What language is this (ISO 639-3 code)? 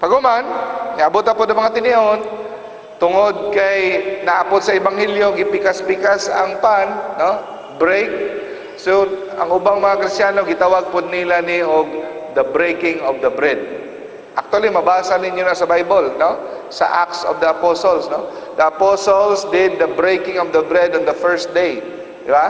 ceb